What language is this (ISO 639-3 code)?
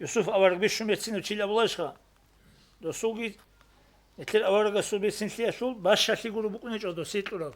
ava